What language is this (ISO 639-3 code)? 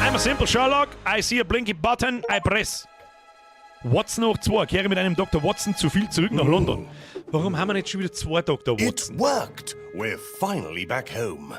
bar